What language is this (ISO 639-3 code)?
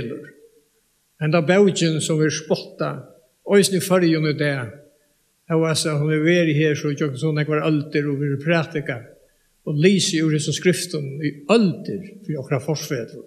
fao